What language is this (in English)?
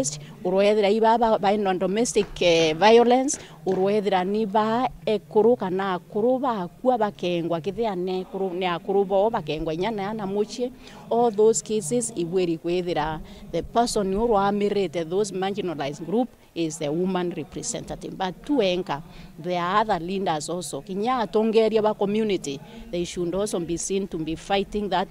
Meru